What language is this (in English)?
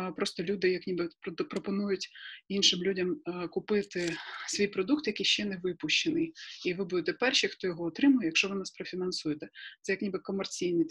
Ukrainian